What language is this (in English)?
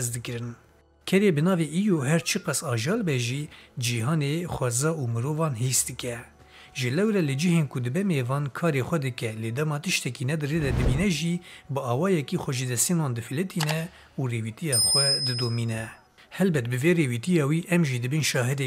Kurdish